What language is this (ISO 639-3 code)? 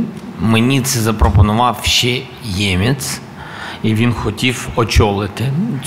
ukr